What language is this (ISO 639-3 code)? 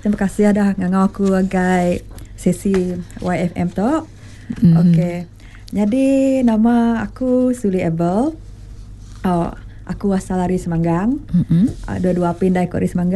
iba